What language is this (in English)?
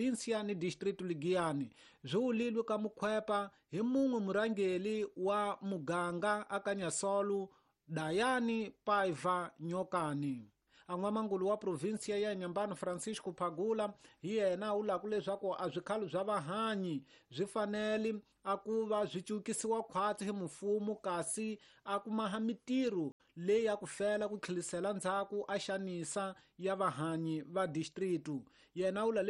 Tsonga